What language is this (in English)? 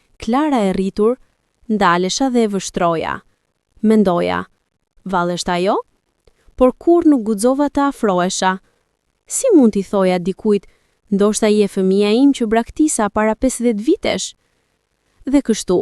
Albanian